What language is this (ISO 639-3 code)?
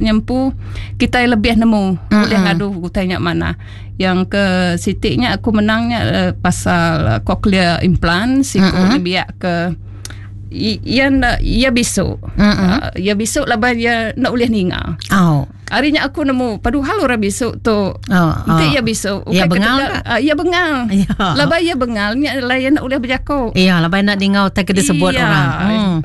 iba